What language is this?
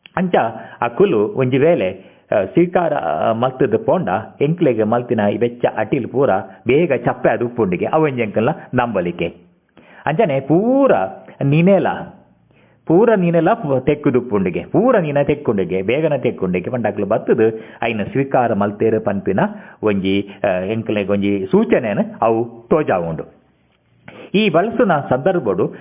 Tulu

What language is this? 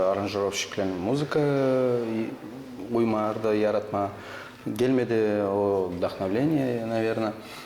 Gagauz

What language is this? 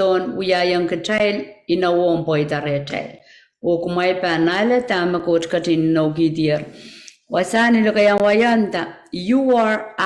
Pohnpeian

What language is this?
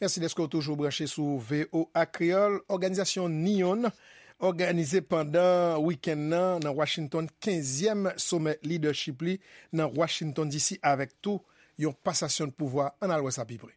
Haitian Creole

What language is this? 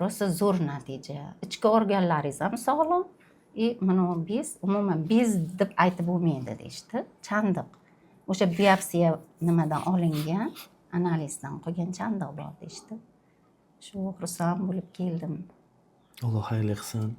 Uzbek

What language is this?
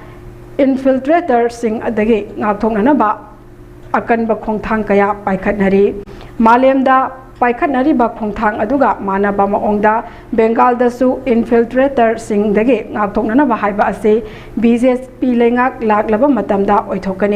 Manipuri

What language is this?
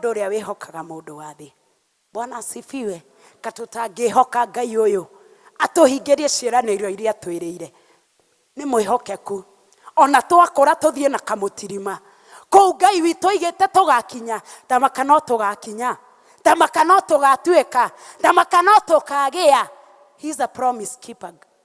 Kikuyu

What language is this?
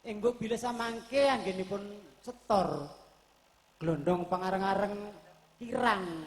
Javanese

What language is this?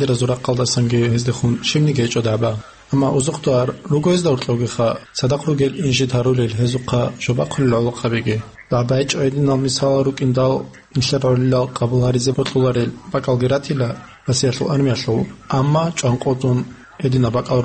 Avaric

